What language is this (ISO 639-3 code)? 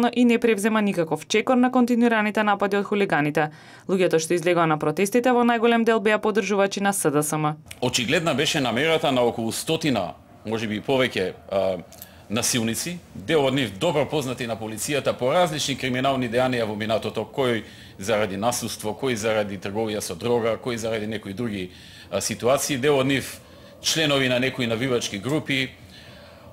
mkd